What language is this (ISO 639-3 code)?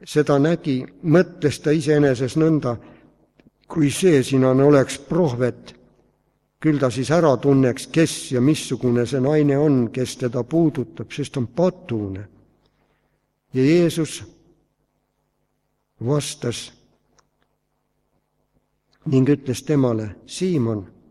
est